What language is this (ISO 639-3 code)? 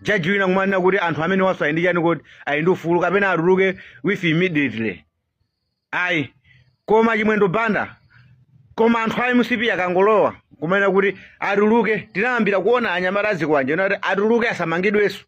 nya